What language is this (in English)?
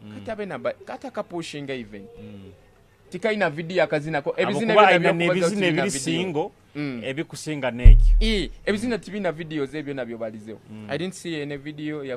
Nyoro